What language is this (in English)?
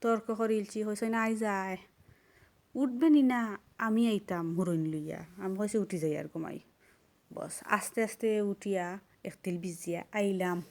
Sylheti